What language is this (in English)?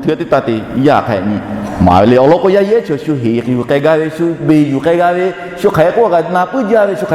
Lahu